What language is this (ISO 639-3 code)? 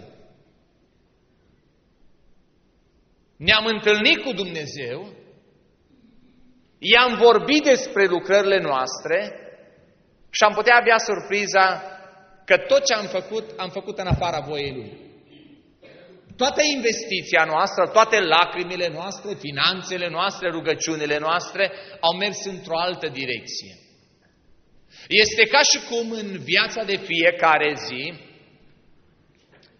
ron